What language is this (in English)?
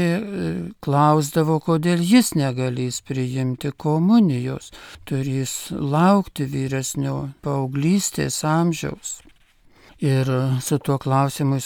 Lithuanian